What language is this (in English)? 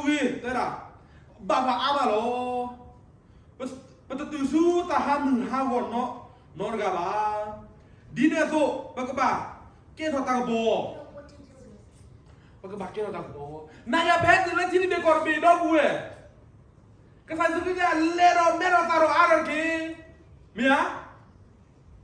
S'gaw Karen